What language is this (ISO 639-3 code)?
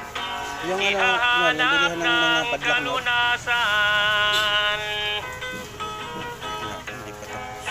fil